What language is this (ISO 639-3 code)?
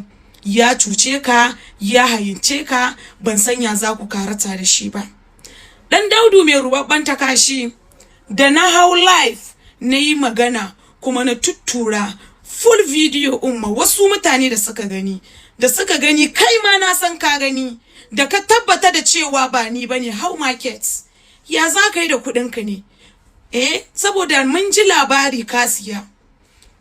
hau